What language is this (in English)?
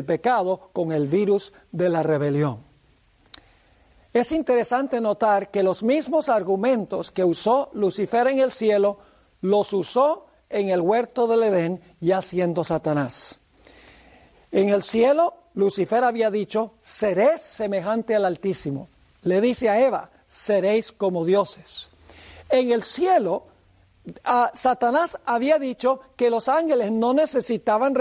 Spanish